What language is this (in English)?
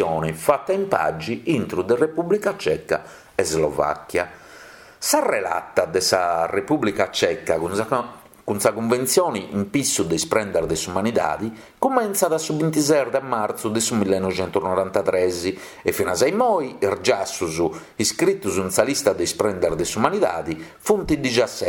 Sardinian